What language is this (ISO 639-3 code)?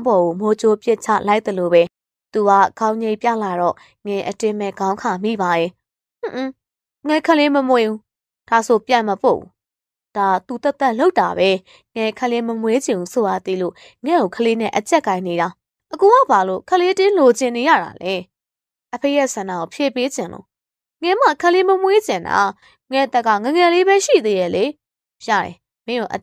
mya